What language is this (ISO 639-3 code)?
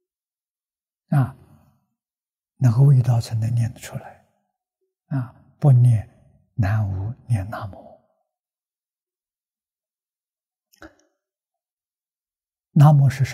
zho